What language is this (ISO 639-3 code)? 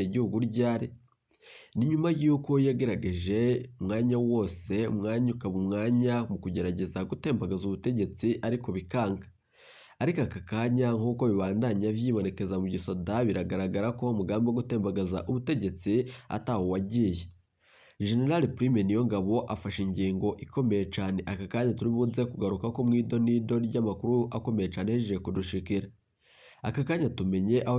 run